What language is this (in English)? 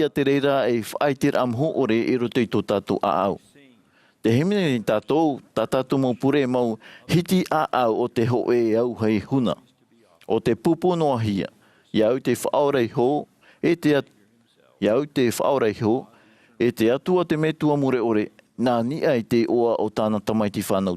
Tahitian